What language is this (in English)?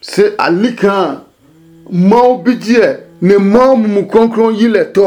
Adangme